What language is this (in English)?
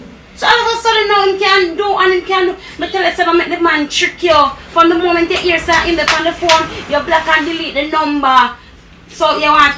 Jamaican Creole English